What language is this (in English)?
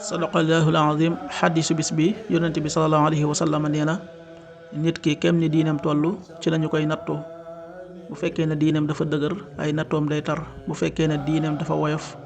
Wolof